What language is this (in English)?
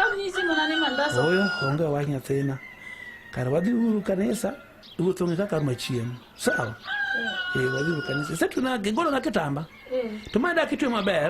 Luo (Kenya and Tanzania)